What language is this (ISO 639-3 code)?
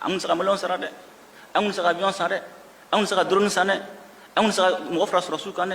bam